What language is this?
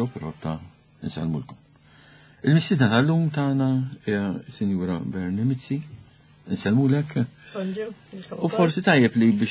Maltese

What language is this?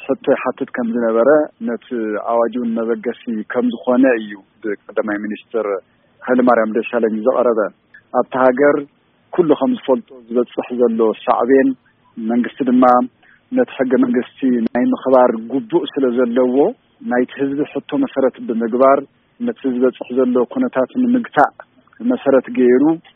Tigrinya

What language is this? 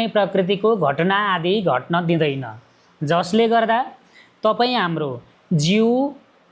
Nepali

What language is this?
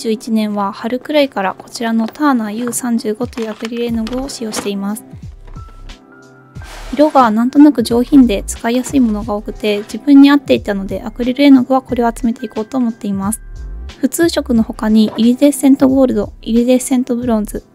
Japanese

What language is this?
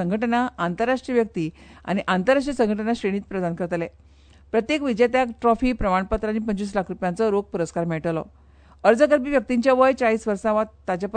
Konkani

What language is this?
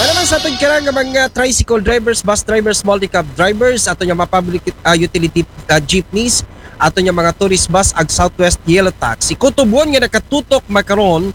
Aklanon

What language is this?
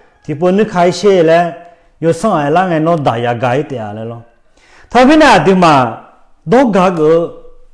Akha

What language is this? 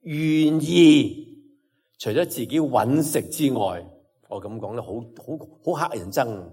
Cantonese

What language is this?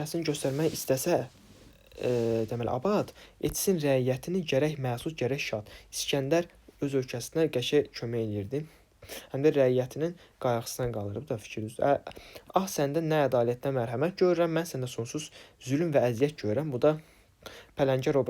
Azerbaijani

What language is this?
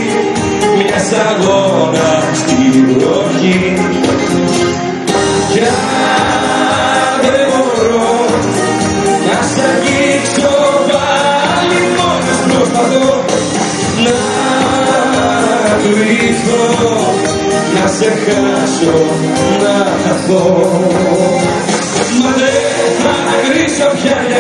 Greek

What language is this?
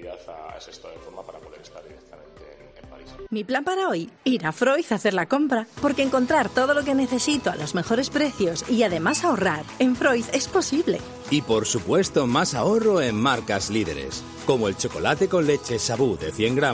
Spanish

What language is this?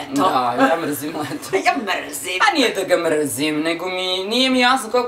Serbian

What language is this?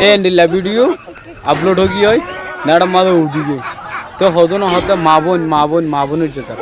Rohingya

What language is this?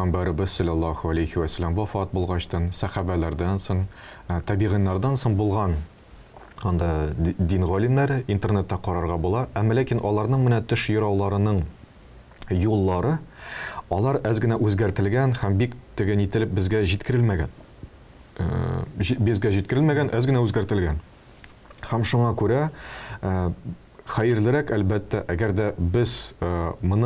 Tatar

